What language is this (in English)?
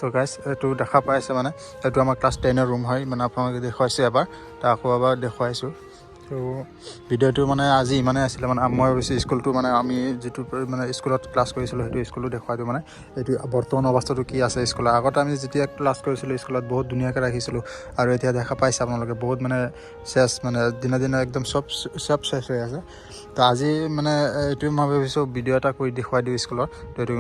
Assamese